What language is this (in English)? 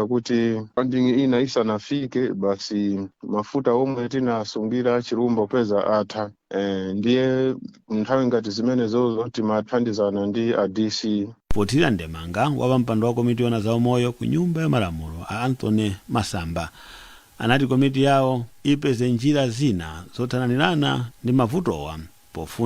Nyanja